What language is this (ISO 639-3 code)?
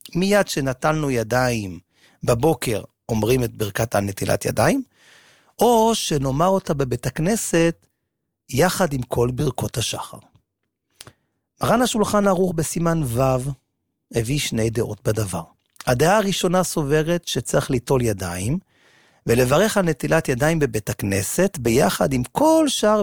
heb